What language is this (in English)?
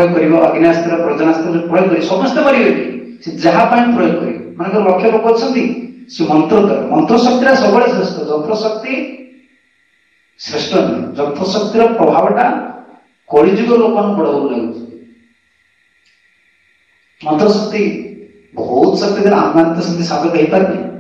Odia